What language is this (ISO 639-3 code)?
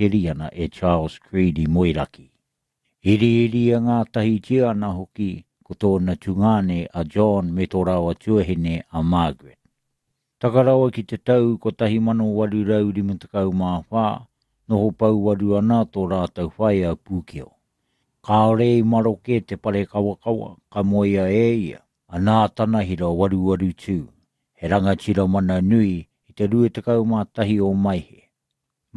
mri